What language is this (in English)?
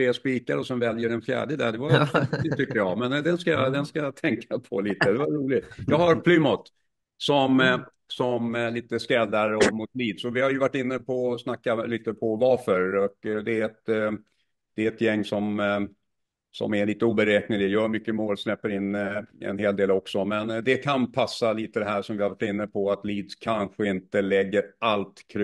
Swedish